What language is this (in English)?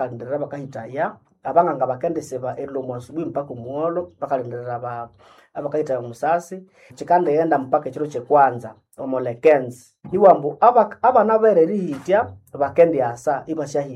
Nande